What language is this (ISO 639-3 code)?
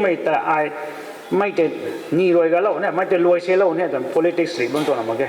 nbu